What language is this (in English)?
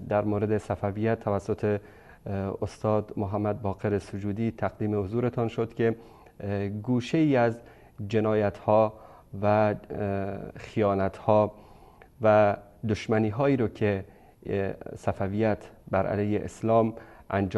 Persian